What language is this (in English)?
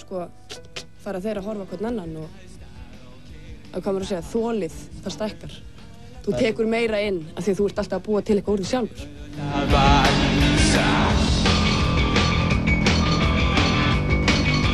Icelandic